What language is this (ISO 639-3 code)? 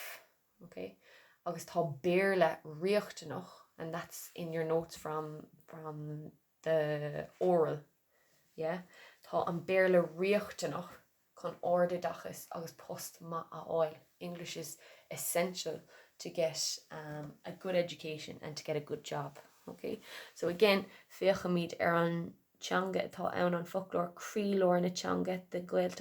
gle